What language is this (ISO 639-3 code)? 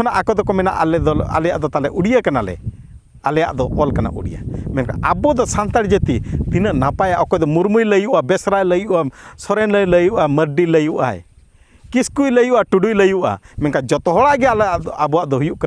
sat